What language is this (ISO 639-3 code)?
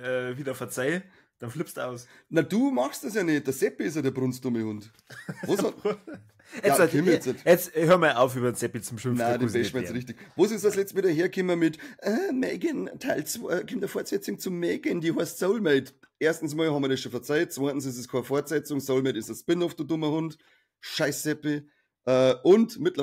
bar